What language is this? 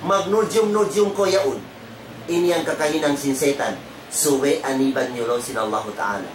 Tausug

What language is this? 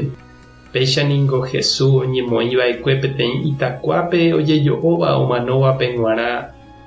Guarani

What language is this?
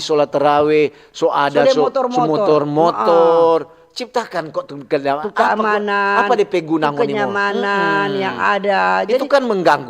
Manado Malay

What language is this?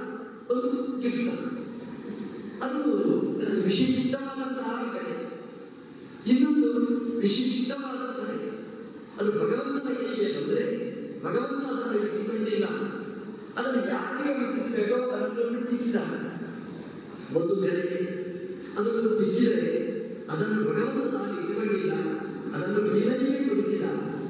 Kannada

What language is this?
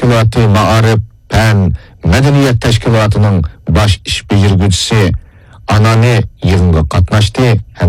Uyghur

